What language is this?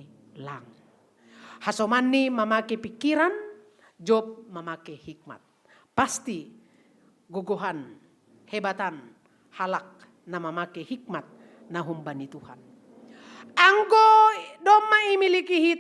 Batak Simalungun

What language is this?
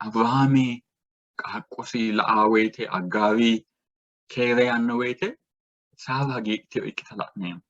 Sidamo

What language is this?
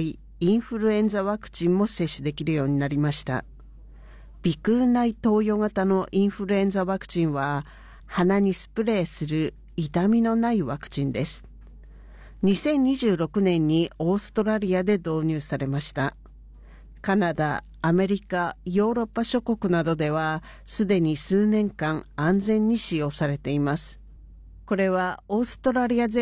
Japanese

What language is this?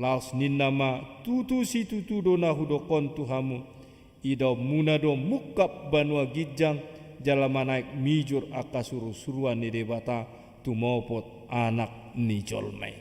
Batak Toba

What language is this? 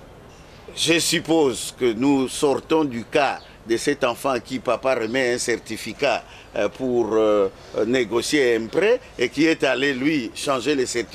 French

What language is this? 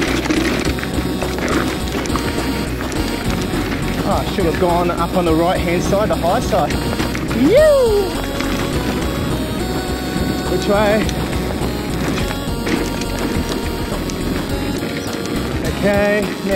English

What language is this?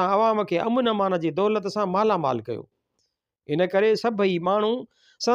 Sindhi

